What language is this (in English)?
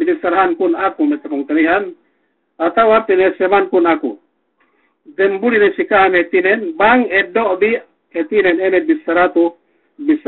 Yakan